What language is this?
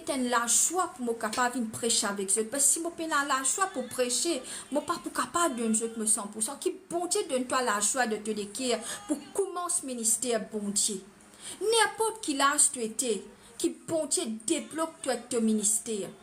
Morisyen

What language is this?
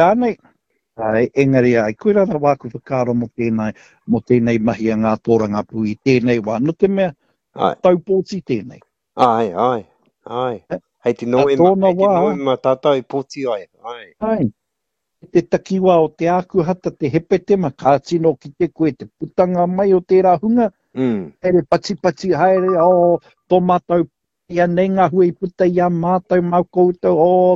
Māori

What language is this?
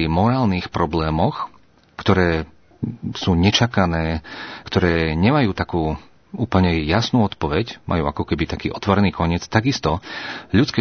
Slovak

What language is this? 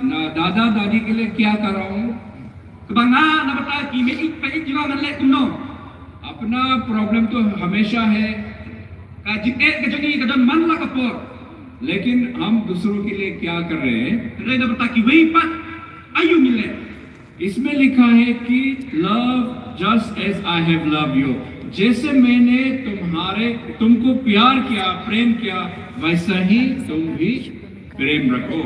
Khasi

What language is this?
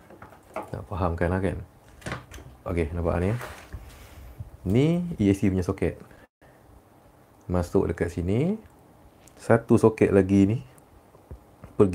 Malay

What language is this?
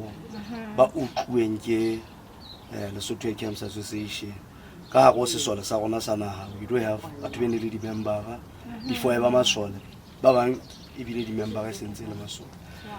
Southern Sotho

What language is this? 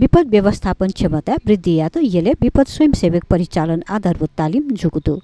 Newari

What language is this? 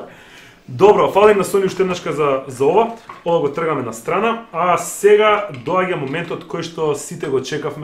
Macedonian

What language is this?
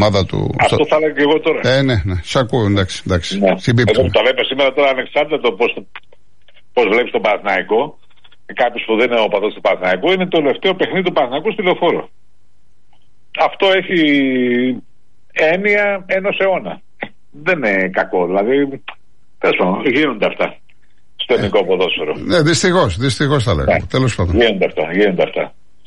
Greek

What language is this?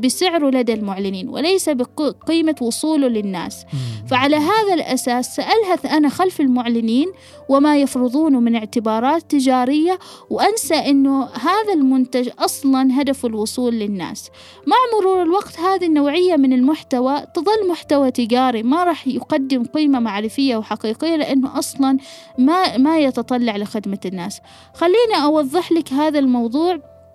Gulf Arabic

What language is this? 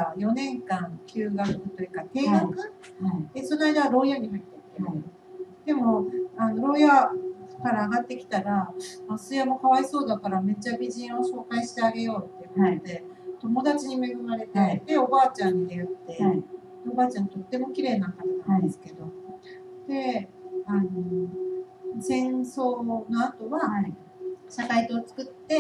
Japanese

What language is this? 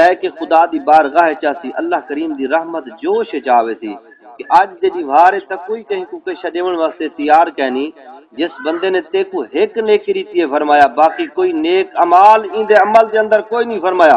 Saraiki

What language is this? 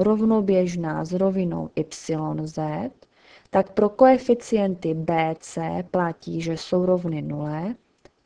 Czech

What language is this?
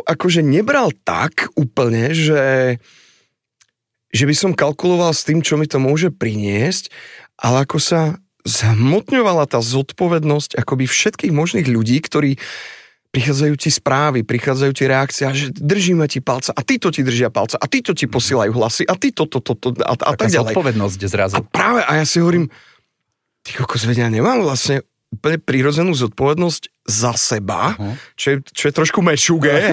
Slovak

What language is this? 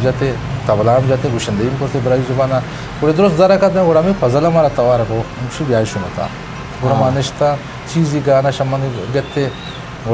Eastern Balochi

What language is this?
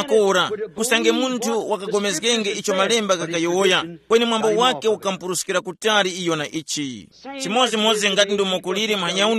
Tumbuka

